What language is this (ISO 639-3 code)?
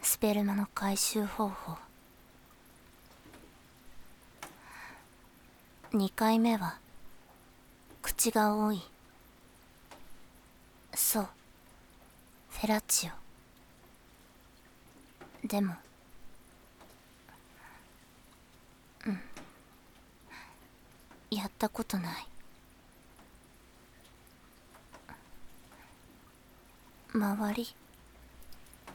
jpn